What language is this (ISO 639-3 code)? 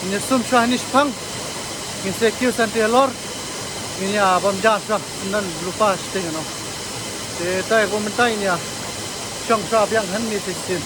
kha